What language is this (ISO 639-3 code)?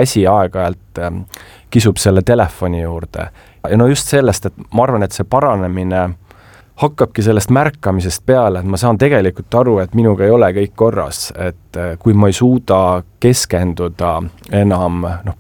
est